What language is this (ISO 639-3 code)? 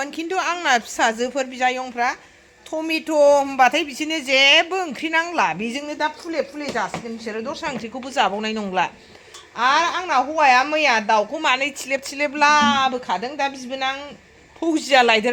brx